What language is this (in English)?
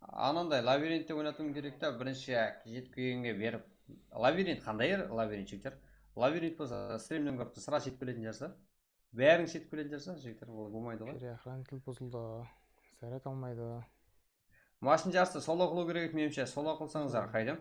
Kara-Kalpak